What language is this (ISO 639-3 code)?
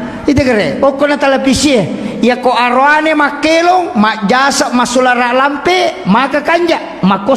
bug